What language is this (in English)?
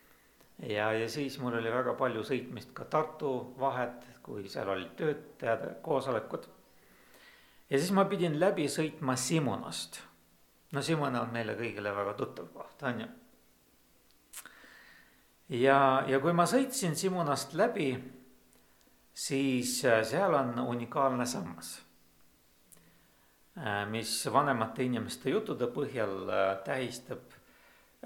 Estonian